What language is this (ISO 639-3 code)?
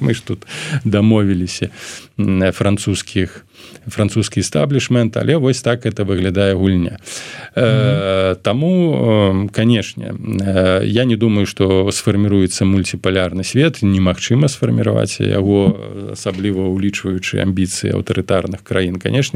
bel